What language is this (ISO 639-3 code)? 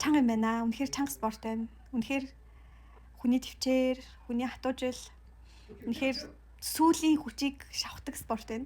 mon